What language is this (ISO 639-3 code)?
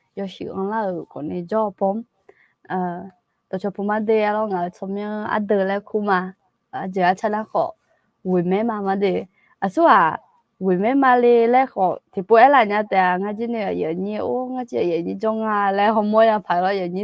ahk